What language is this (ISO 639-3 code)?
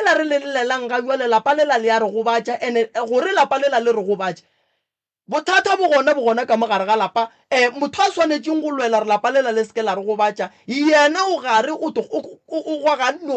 nso